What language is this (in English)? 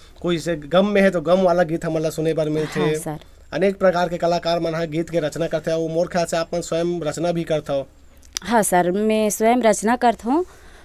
Chhattisgarhi